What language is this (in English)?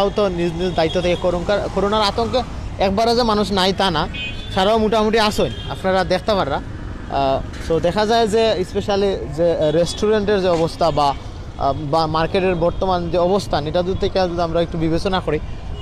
Sylheti